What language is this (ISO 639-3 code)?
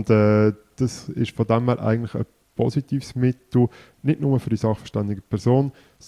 deu